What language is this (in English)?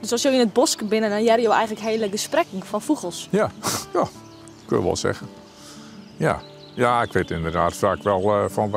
Western Frisian